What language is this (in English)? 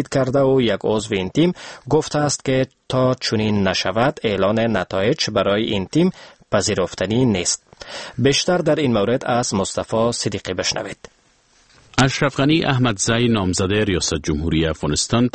Persian